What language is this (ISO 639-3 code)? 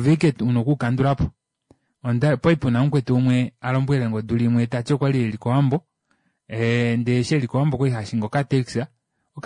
kua